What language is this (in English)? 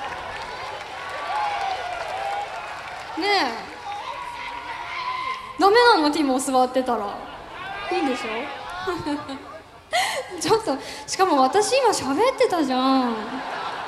Japanese